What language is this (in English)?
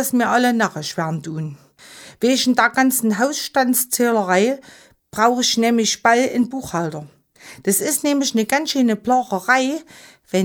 German